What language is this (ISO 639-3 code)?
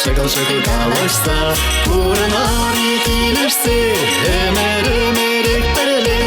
chv